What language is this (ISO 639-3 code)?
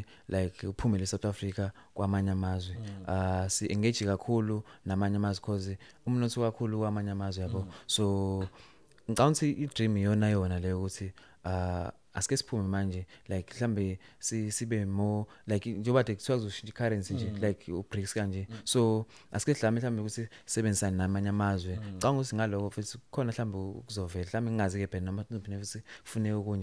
zul